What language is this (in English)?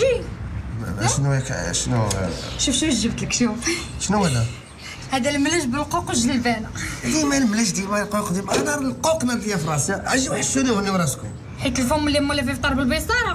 Moroccan Arabic